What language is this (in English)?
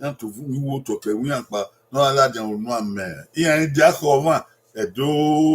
Bini